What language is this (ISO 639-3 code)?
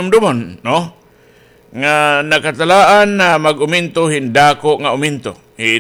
war